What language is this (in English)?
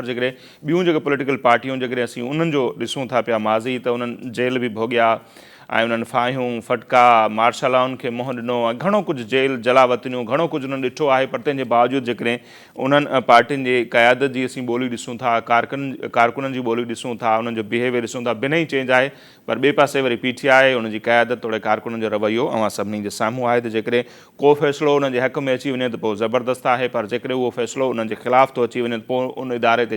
Sindhi